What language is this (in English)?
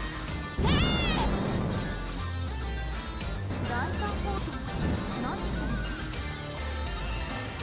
Japanese